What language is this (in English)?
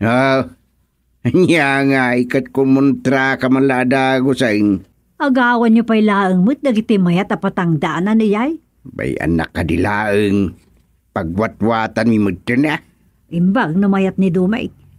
Iloko